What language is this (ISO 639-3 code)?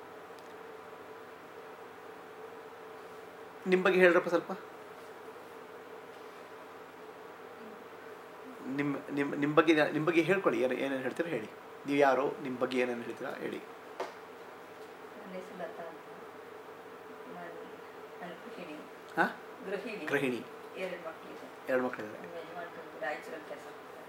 kan